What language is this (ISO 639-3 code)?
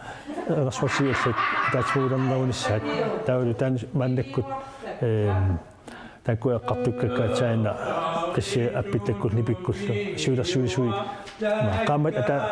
kal